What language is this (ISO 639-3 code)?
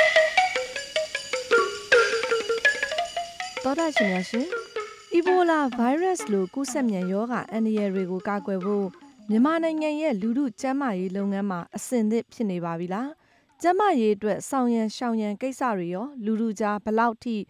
mya